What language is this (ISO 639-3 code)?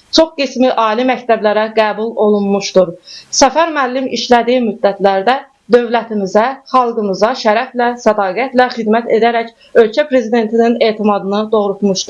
aze